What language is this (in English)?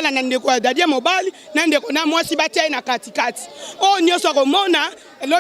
Lingala